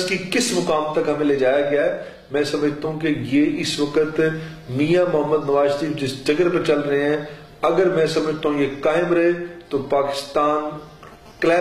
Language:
Urdu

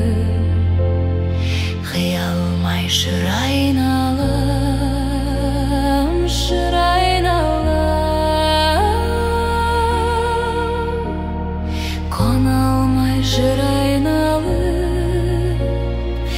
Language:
Kazakh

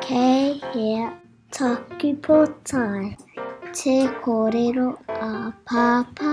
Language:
Māori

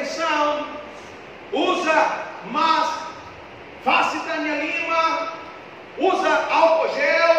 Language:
Tetum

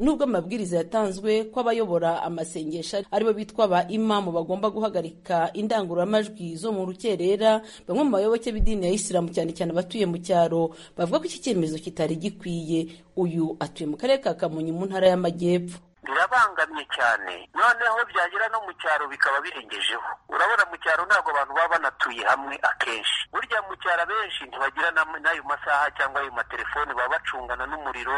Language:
Kinyarwanda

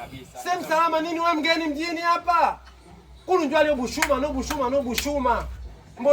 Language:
Swahili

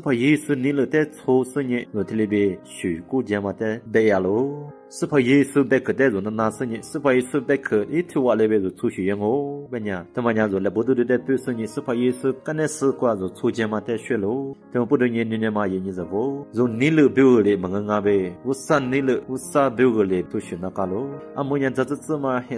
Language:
Lisu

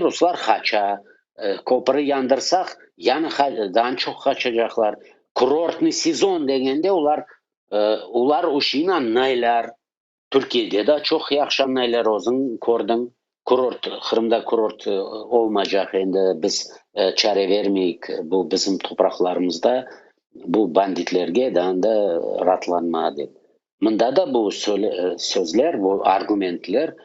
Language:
Crimean Tatar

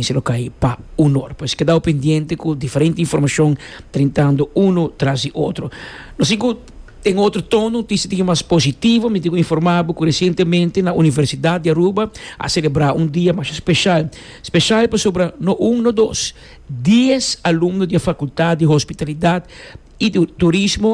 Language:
Papiamento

